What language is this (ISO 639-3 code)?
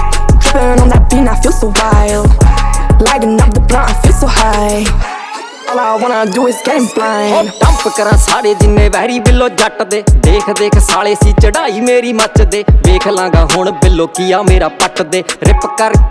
pan